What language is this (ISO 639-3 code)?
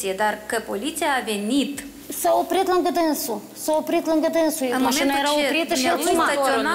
ron